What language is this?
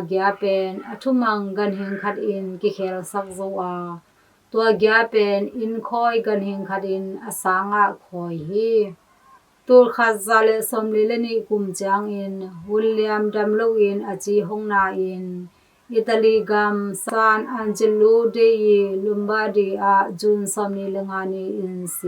Tedim Chin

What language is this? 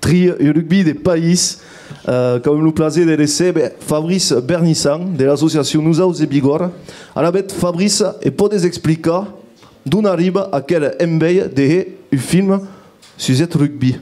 Occitan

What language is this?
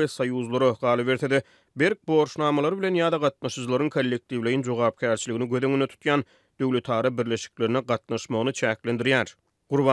Turkmen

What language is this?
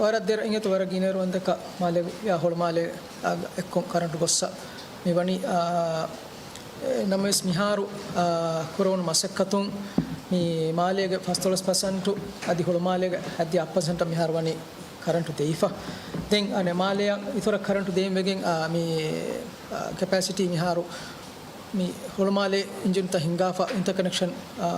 Divehi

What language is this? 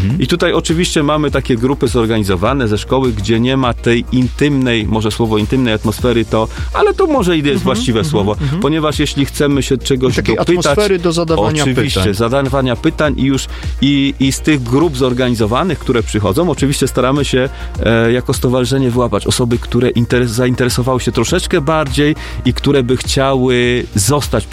Polish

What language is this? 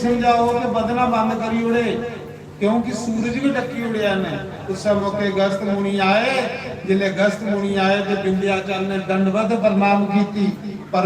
Dogri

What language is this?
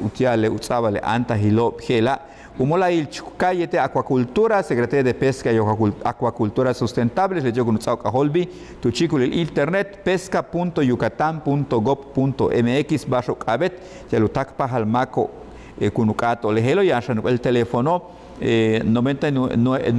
Yucateco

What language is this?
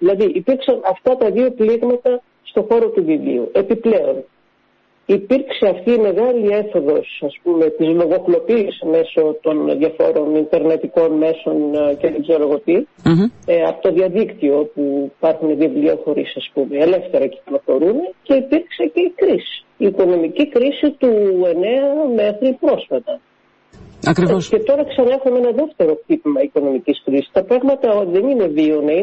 Greek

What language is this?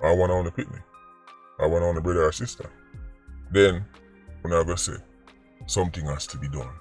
Jamaican Creole English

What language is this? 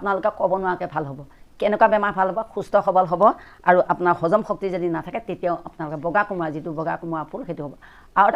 Assamese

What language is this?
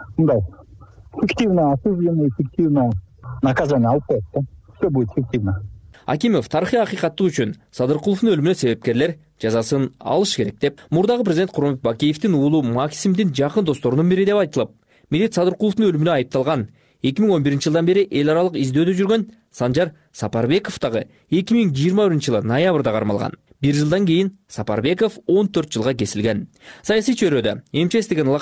Kyrgyz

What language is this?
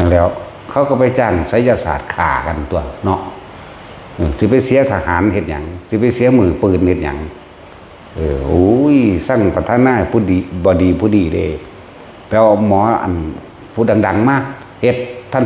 Northeastern Thai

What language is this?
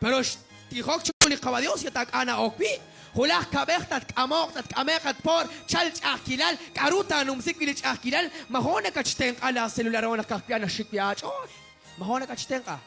Kekchí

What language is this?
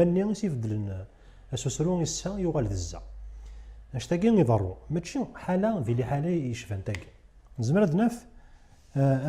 Kabyle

